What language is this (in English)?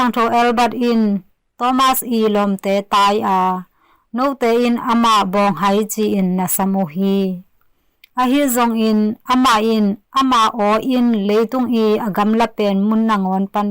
Tedim Chin